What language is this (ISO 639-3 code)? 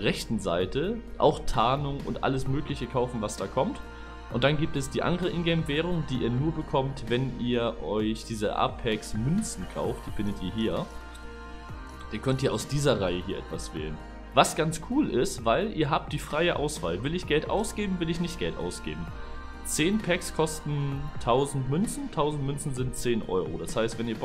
deu